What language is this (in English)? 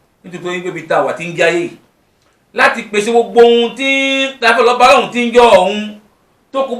Yoruba